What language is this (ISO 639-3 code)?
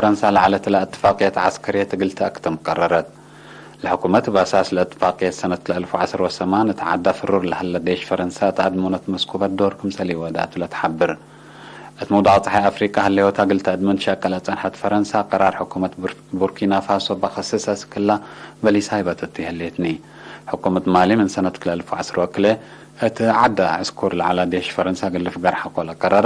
tig